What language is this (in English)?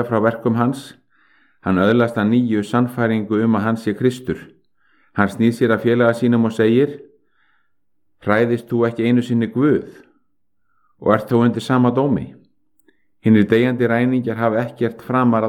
Icelandic